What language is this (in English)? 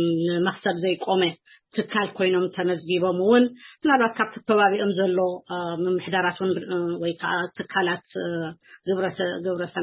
Tigrinya